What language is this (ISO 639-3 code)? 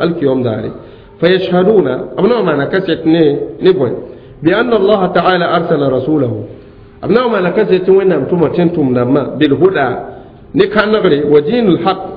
mos